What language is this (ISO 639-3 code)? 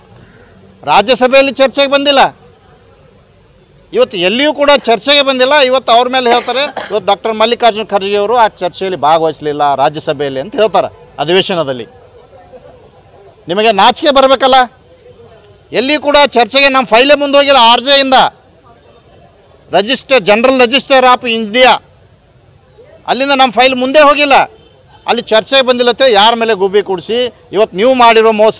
kan